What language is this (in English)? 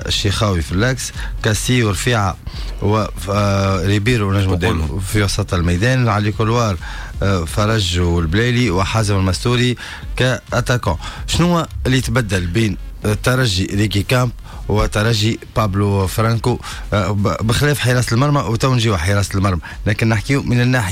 Tunisian Arabic